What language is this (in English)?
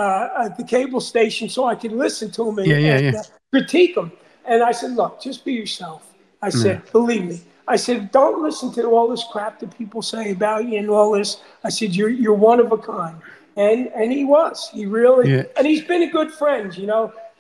English